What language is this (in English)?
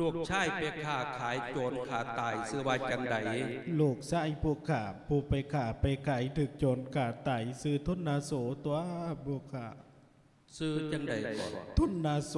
Lao